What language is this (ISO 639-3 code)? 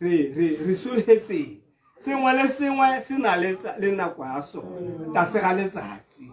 tsn